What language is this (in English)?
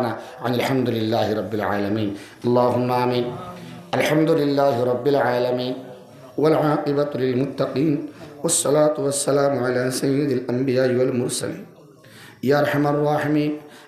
Sylheti